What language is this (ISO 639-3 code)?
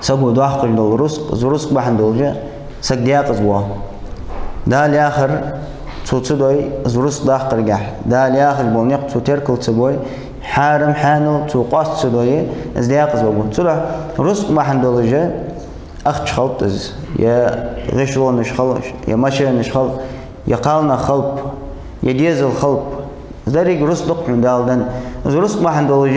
inh